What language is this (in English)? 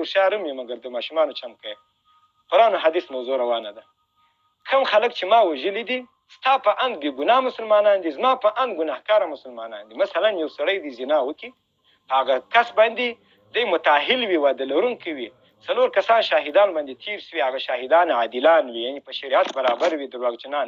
Pashto